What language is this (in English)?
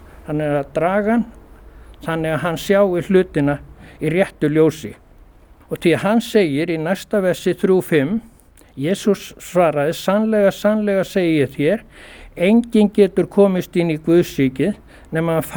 Icelandic